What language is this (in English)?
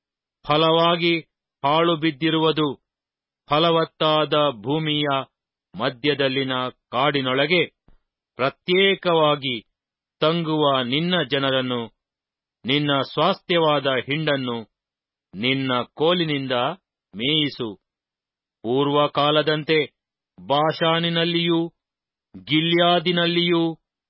Kannada